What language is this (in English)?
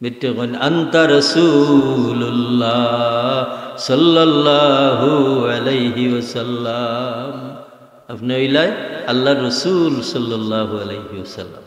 Sylheti